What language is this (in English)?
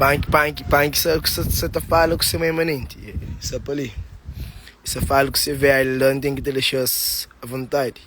Kabuverdianu